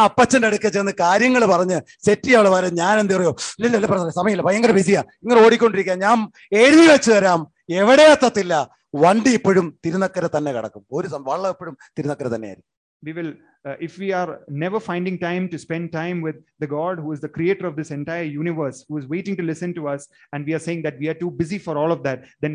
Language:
Malayalam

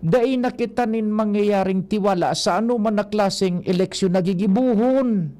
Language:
Bikol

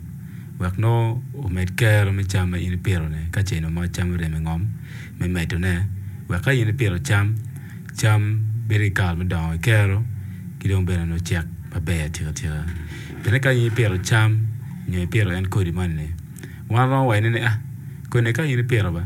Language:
Acoli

